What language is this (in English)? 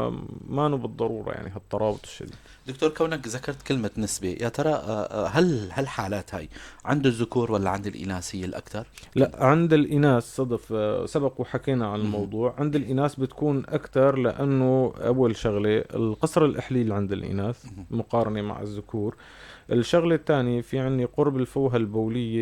North Levantine Arabic